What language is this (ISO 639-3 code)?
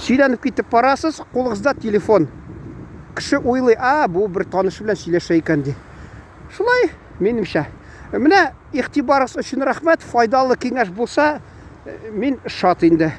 tat